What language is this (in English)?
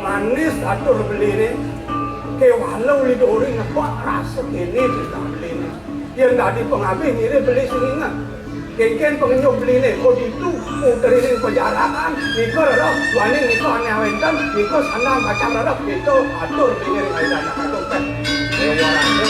Balinese